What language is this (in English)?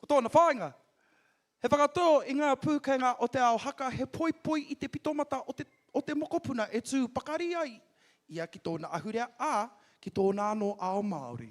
Māori